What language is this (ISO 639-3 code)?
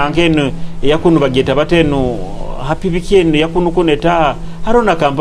nyo